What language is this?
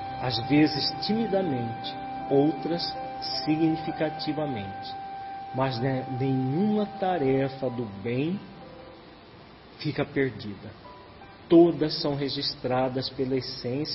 Portuguese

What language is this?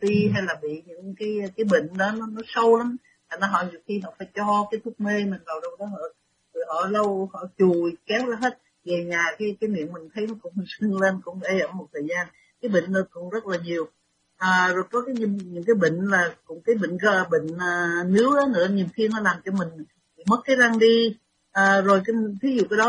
Vietnamese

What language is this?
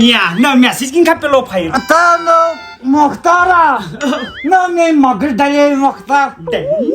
Kashmiri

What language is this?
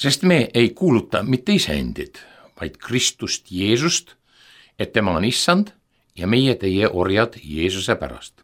Estonian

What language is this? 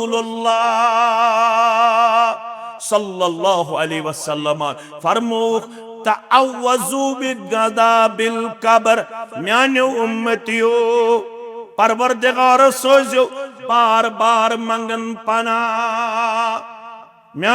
Kashmiri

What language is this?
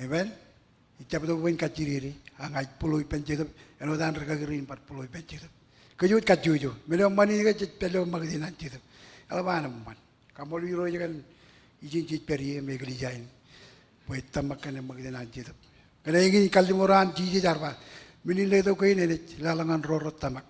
Marshallese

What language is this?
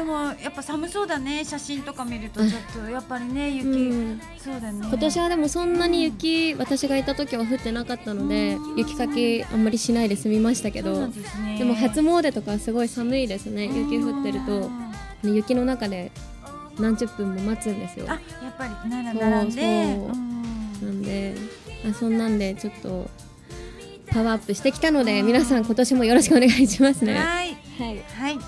Japanese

